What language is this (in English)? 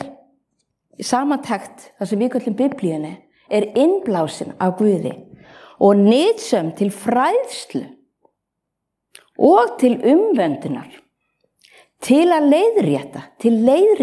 Icelandic